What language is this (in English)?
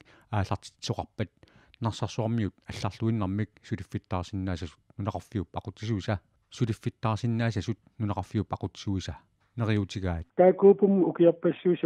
Kalaallisut